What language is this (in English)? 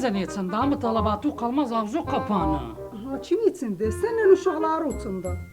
South Azerbaijani